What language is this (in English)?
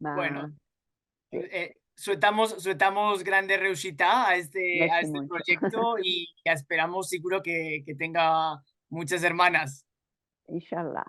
Ladino